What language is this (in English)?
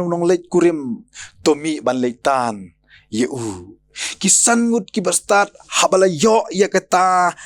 Khasi